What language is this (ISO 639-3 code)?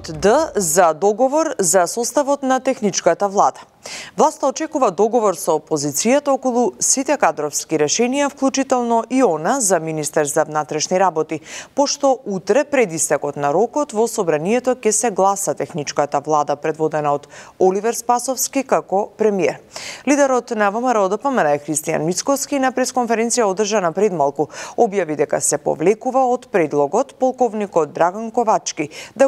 mkd